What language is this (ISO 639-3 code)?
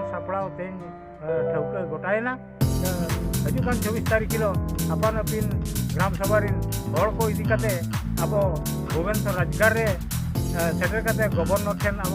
sat